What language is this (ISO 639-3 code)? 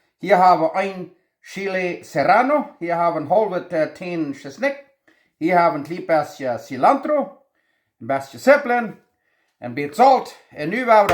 pdt